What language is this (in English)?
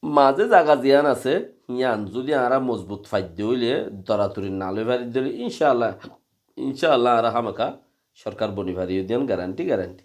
Rohingya